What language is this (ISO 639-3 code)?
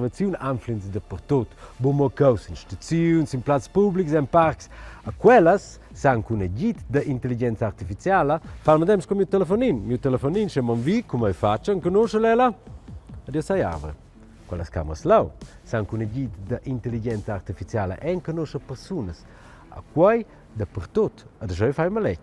roh